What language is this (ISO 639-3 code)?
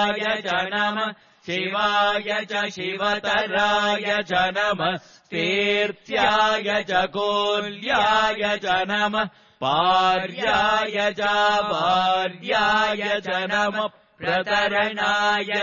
san